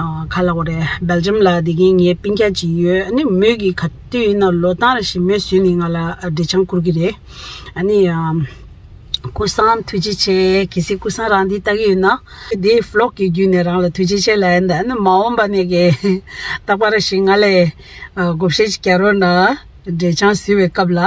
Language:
Tibetan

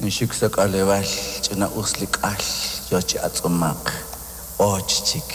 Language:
Kekchí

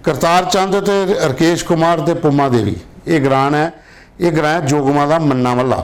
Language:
Dogri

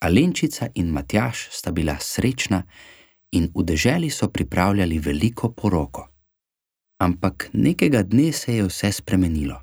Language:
Slovenian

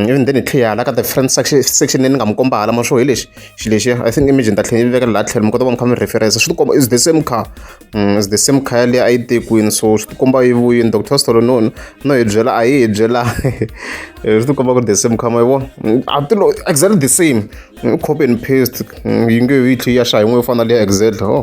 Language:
Tsonga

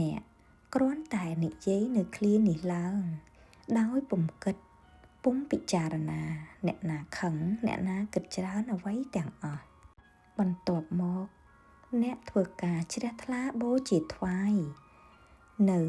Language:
Khmer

